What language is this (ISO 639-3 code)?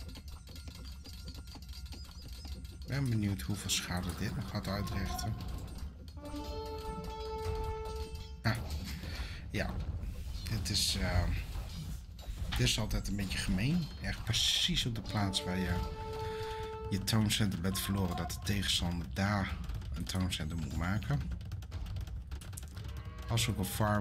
nld